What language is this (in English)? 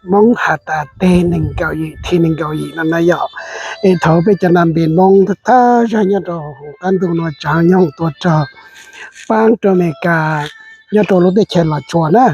Hmong